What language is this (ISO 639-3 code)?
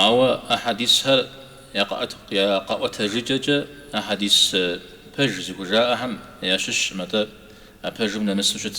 kbd